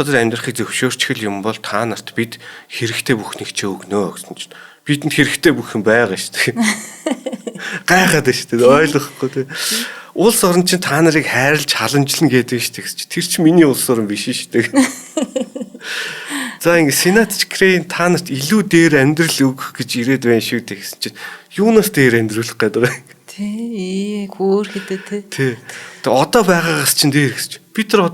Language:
Mongolian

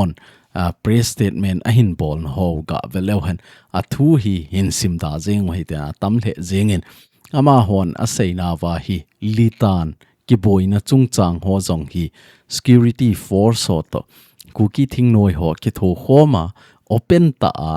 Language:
Thado Chin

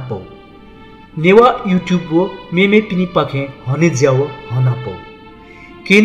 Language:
Newari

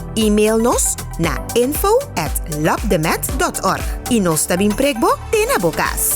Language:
Papiamento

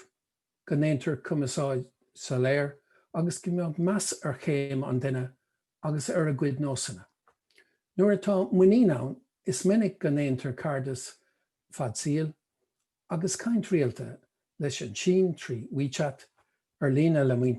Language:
Irish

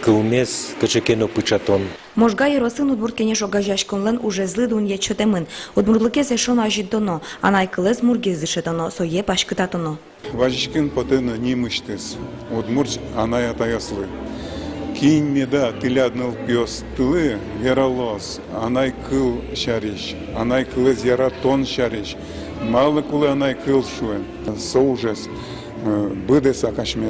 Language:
Udmurt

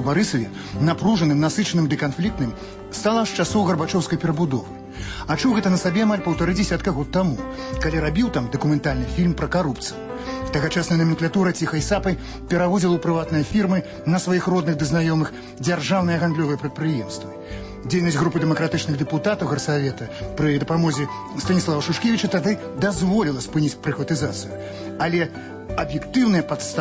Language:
Belarusian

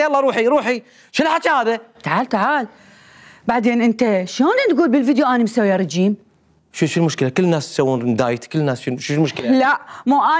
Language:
Mesopotamian Arabic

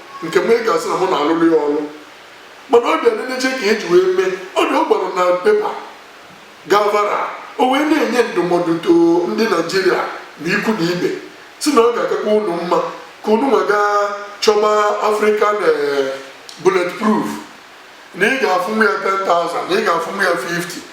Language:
Igbo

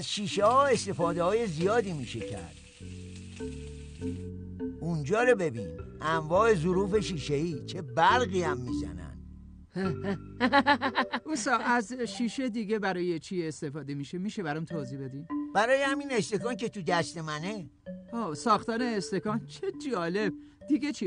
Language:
Persian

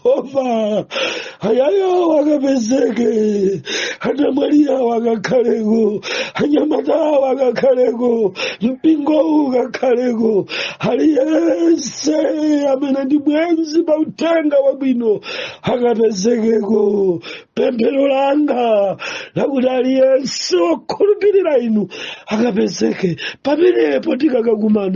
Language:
Nyanja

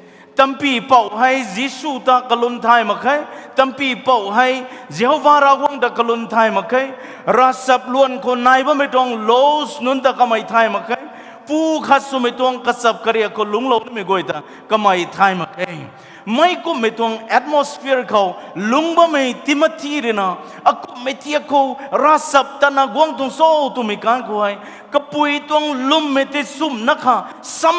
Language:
Rongmei Naga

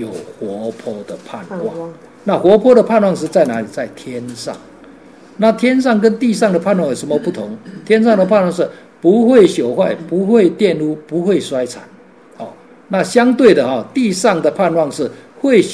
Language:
Chinese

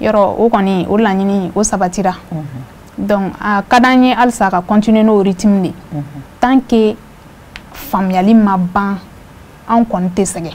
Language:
Bambara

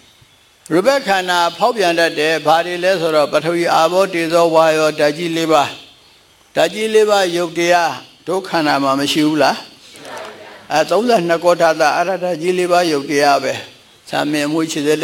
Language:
Burmese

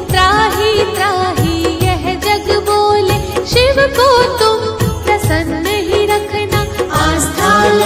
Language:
Hindi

